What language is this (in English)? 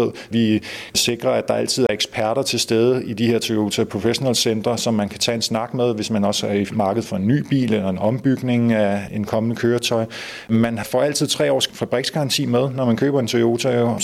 Danish